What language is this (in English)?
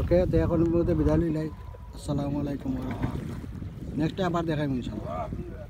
Sylheti